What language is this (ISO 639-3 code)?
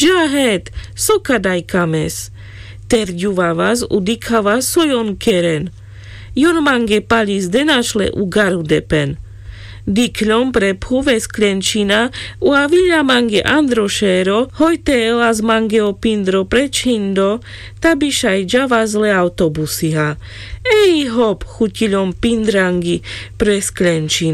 rmc